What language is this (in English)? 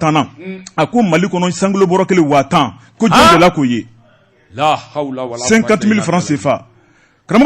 Bambara